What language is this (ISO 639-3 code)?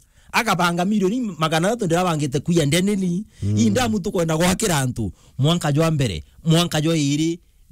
mer